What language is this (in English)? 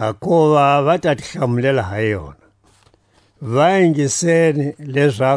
Tswa